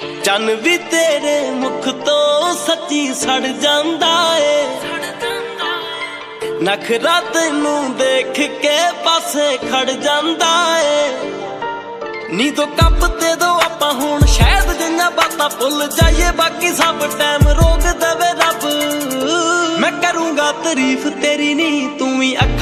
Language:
Punjabi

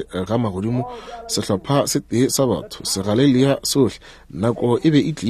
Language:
Northern Sotho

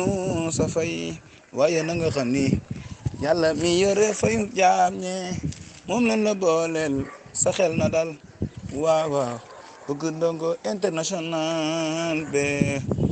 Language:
Wolof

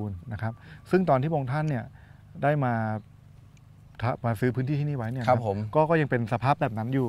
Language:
Thai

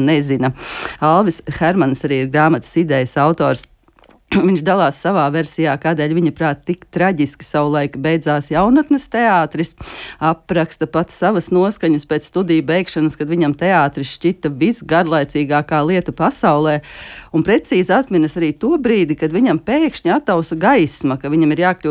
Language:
Latvian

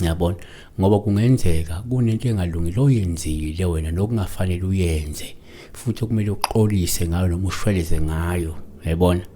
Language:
Zulu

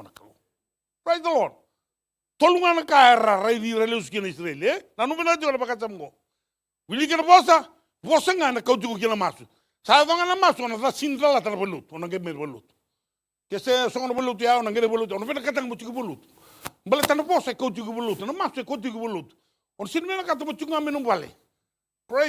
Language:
Fijian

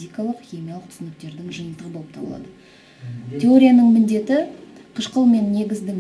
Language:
Kazakh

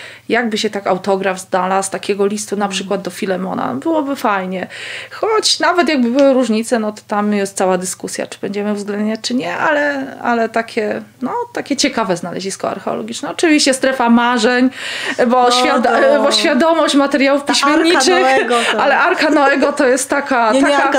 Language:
Polish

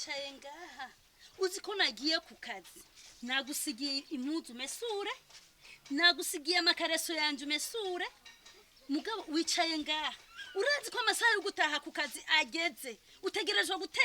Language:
Rundi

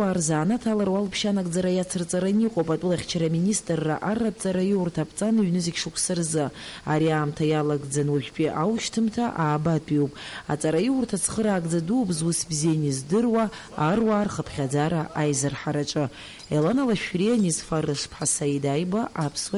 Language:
Abkhazian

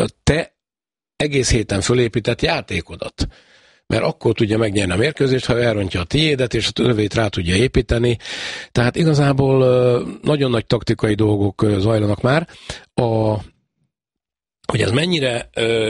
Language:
Hungarian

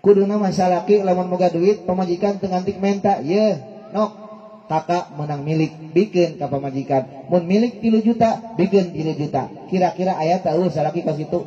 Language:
Sundanese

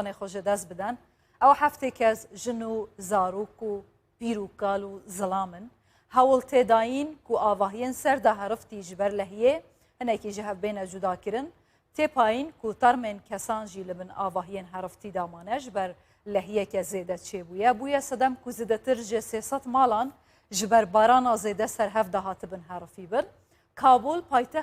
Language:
Kurdish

